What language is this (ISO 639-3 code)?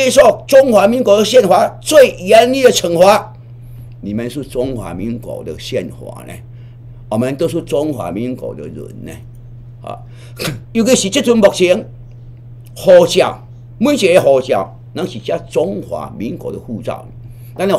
nan